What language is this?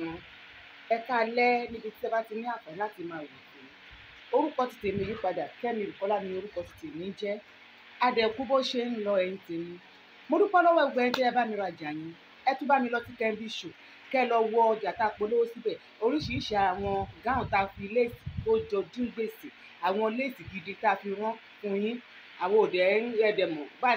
Yoruba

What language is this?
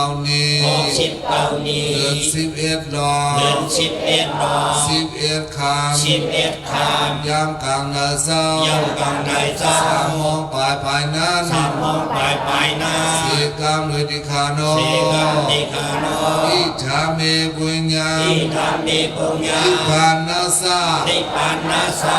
Shan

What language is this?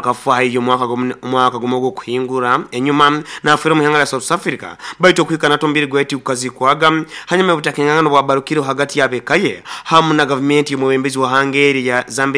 Nyoro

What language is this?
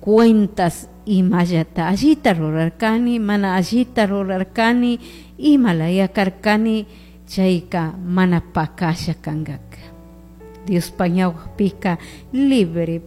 Chimborazo Highland Quichua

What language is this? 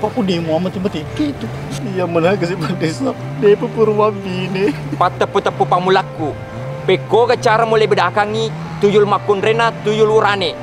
Buginese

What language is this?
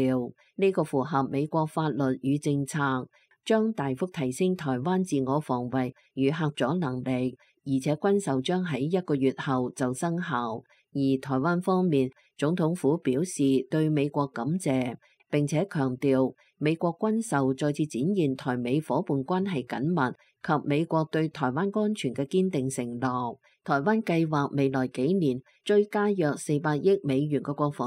Cantonese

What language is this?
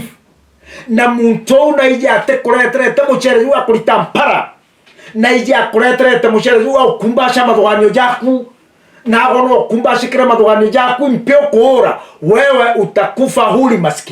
Meru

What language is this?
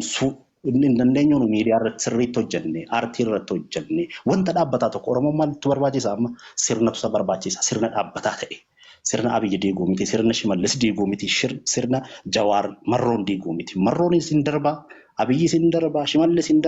Oromo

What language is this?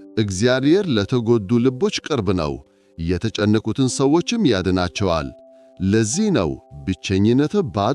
Amharic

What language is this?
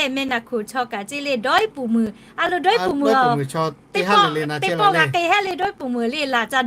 Lahu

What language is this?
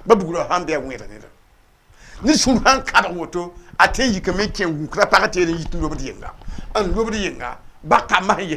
Mossi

